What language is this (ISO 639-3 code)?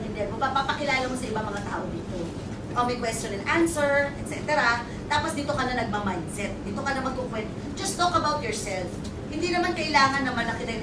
fil